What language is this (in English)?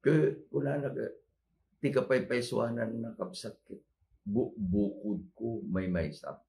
Iloko